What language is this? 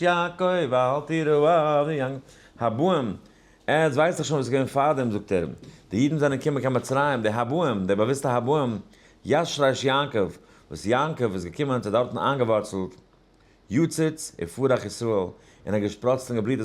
Yiddish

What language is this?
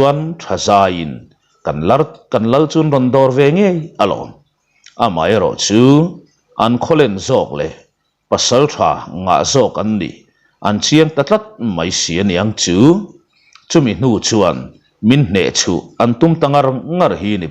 Mizo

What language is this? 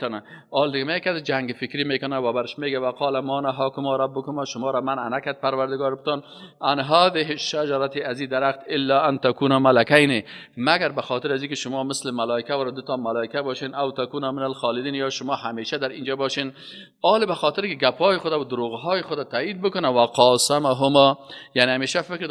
Persian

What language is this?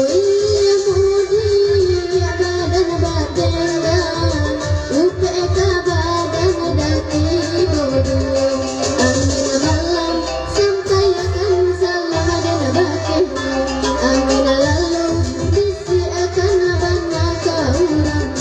Minangkabau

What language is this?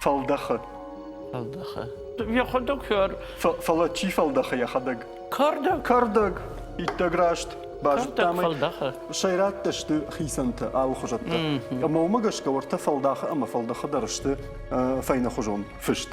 Ossetic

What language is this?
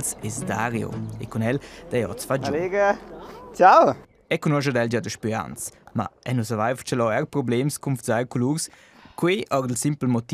Romansh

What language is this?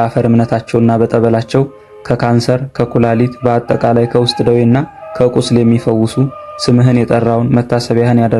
Amharic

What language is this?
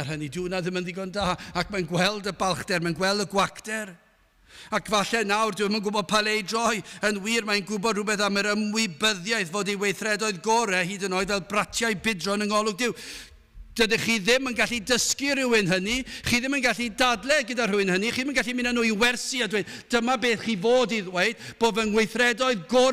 Welsh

